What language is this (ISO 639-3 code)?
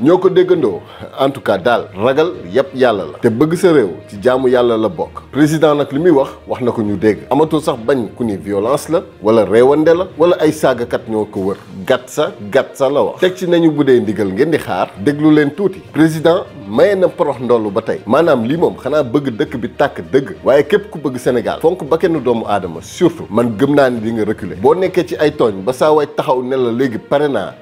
wol